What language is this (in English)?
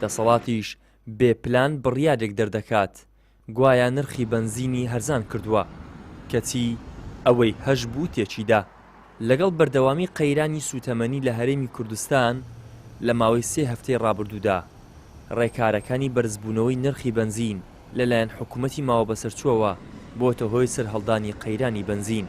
Central Kurdish